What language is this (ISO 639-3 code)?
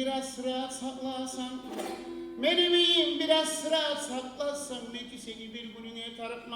kum